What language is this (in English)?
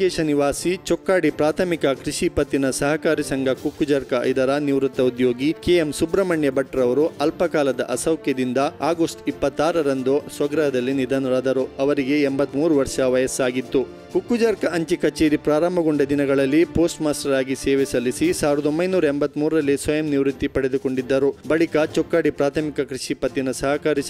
Kannada